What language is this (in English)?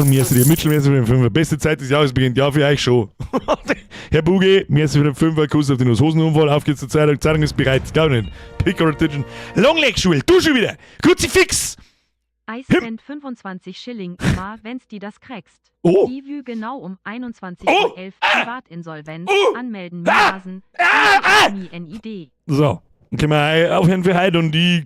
Bavarian